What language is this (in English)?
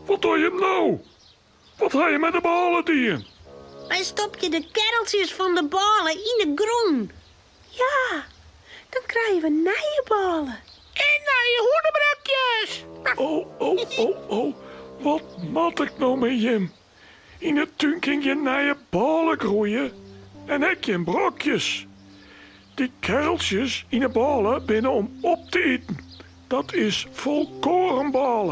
Western Frisian